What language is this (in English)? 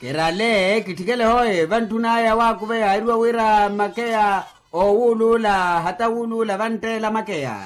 Makhuwa